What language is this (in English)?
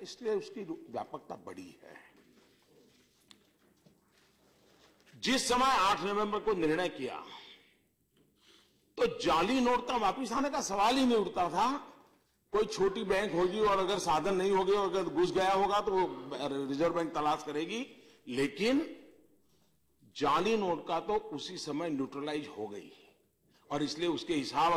Hindi